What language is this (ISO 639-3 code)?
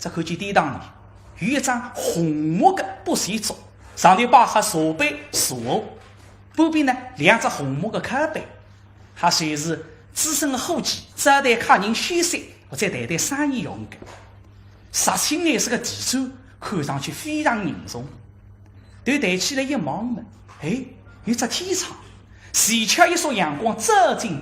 wuu